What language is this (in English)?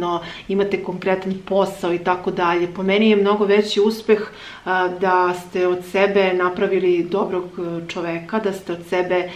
Serbian